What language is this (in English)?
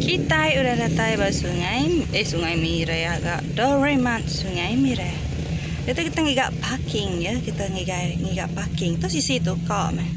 Iban